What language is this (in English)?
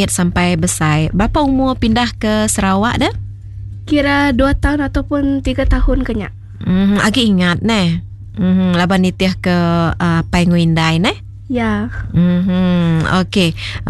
Iban